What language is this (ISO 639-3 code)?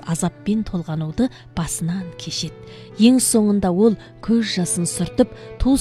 kaz